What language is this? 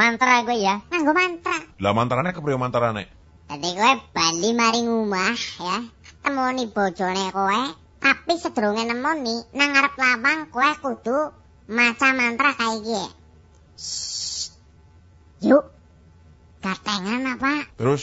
Javanese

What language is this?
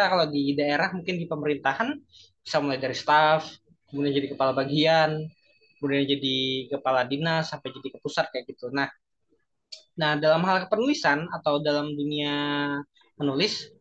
Indonesian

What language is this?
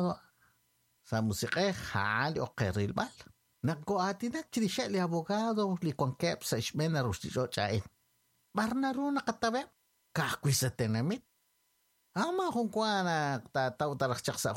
Kekchí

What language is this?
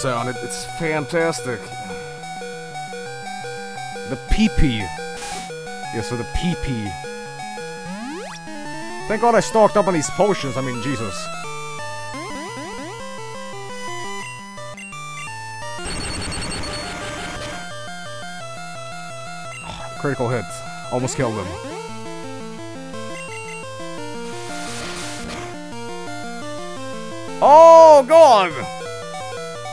English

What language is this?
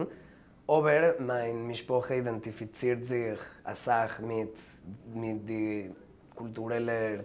Yiddish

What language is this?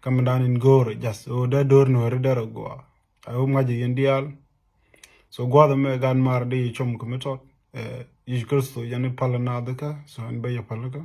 Nuer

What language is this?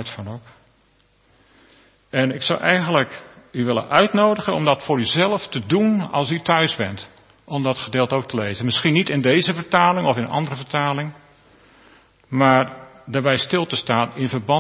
Dutch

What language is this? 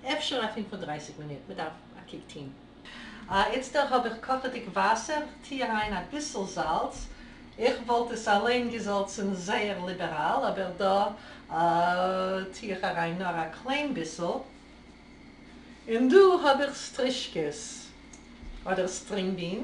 Yiddish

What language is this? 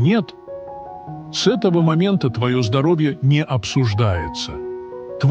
Russian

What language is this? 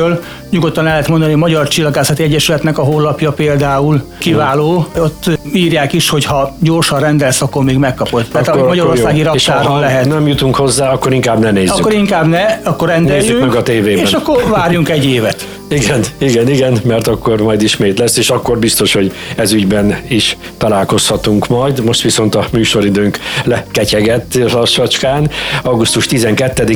Hungarian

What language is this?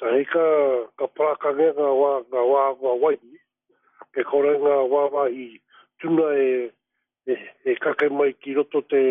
Māori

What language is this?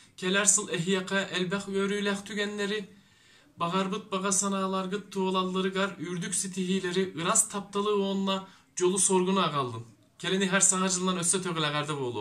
Yakut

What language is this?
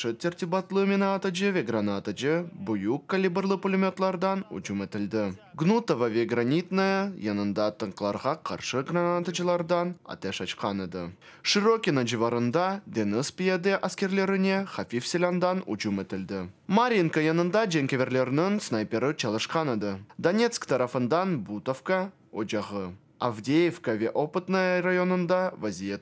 Crimean Tatar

